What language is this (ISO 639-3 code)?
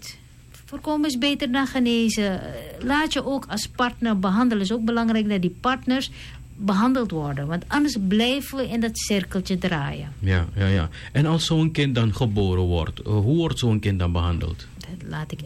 nld